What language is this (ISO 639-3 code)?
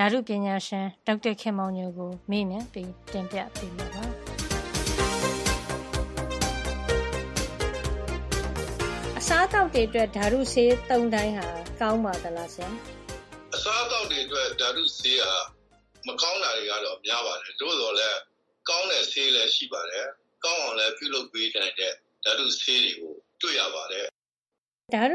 mya